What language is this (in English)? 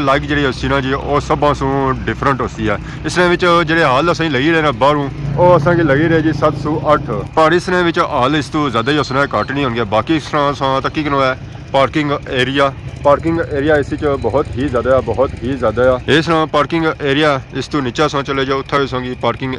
Pahari-Potwari